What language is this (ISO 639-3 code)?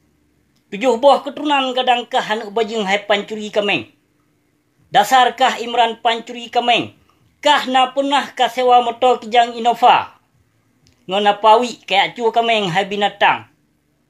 ace